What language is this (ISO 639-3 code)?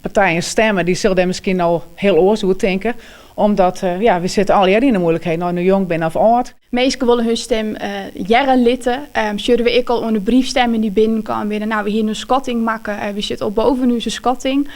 fry